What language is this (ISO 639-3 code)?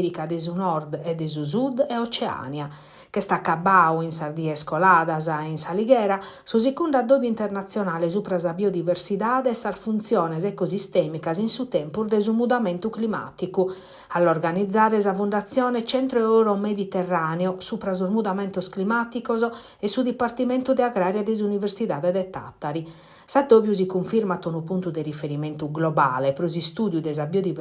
srd